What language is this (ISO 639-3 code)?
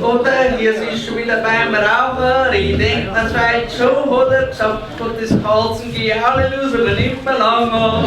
bar